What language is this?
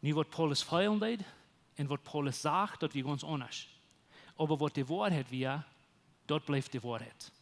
Plautdietsch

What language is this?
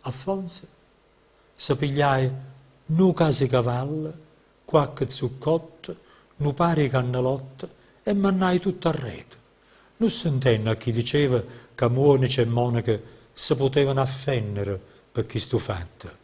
Neapolitan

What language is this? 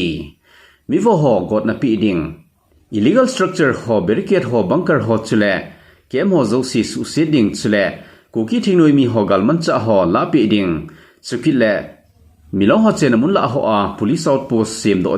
Thado Chin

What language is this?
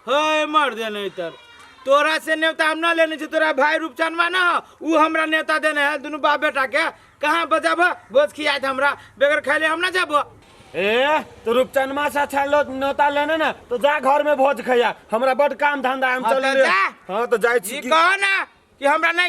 Maithili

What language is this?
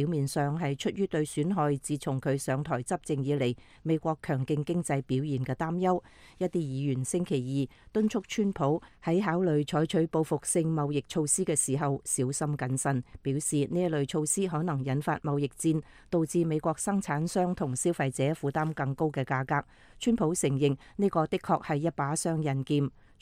Cantonese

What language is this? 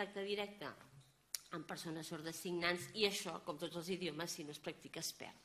Catalan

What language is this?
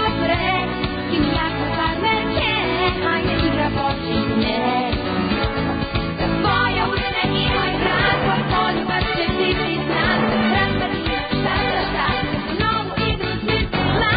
Serbian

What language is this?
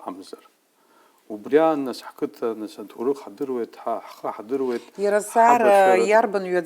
Abkhazian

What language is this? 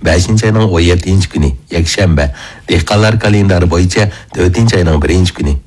Uyghur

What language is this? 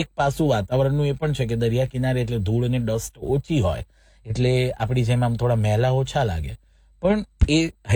Gujarati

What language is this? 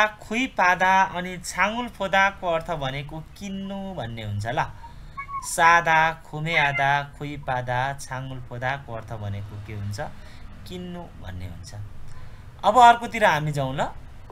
Nepali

